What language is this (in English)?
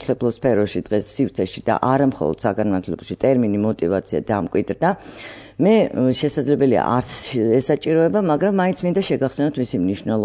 Georgian